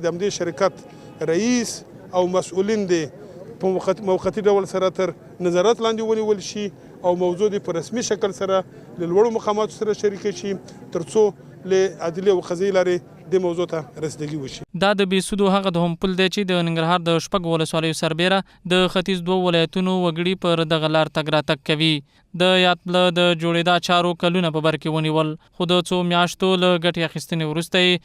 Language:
Pashto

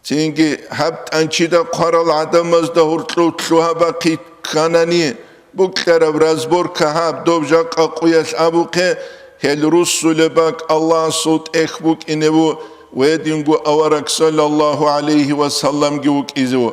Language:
Avaric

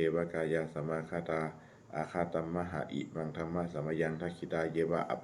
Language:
Pali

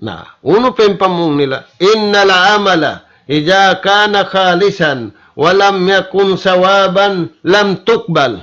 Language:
Tausug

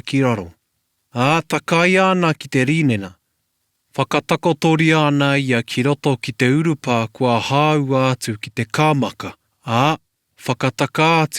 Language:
Māori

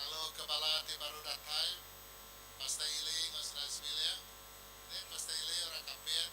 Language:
Iban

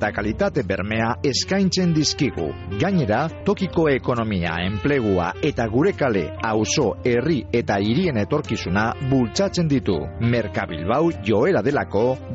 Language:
Basque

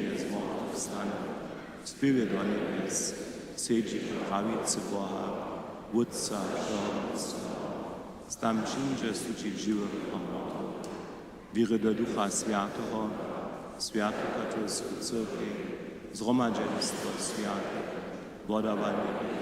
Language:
Upper Sorbian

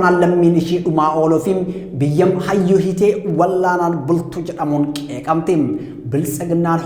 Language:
Oromo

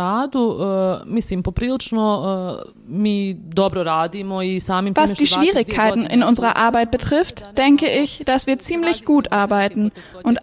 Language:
German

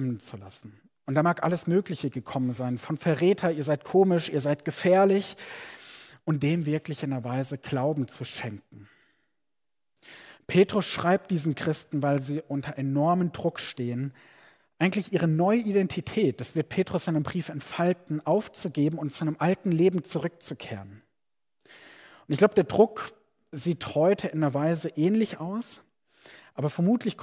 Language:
German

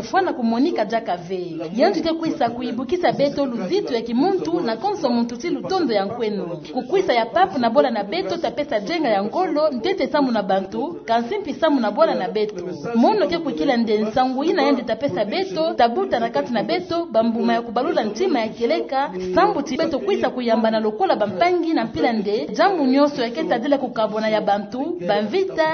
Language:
Kituba (Democratic Republic of Congo)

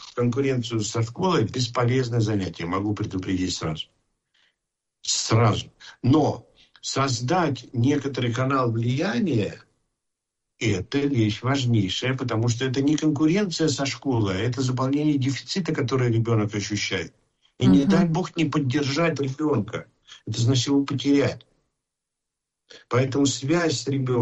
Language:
Russian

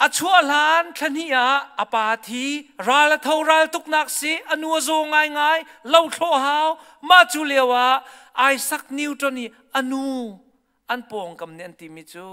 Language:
Hakha Chin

